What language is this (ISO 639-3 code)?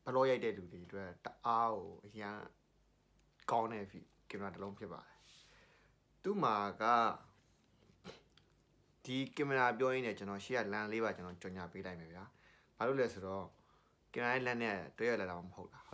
mya